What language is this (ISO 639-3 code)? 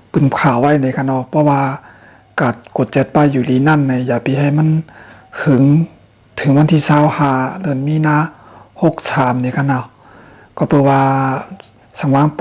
shn